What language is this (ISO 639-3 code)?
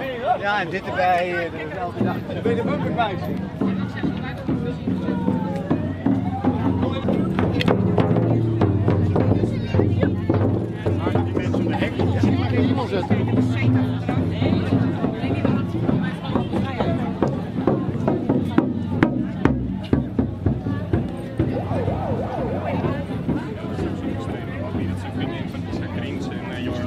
nld